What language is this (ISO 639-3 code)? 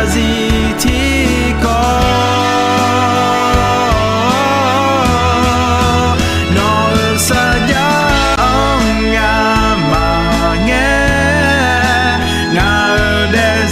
ahk